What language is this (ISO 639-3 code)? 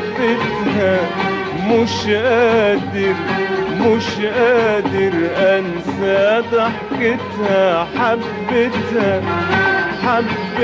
arz